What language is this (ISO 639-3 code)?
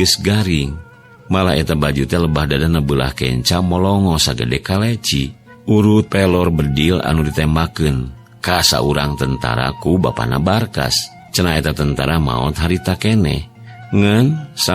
sun